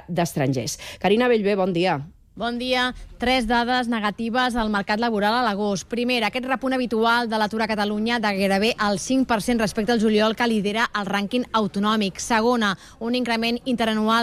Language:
Catalan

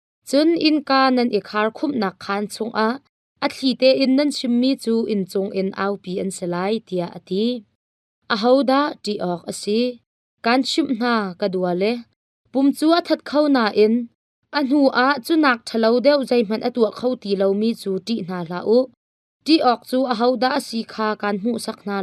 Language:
Hakha Chin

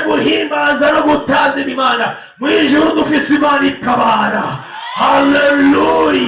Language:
Rundi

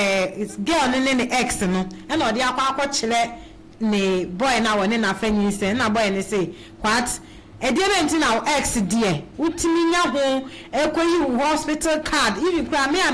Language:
Akan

